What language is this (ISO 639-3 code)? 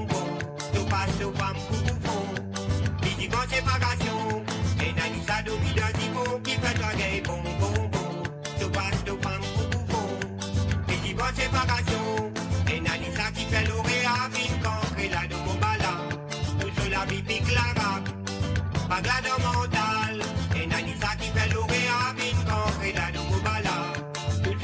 mfe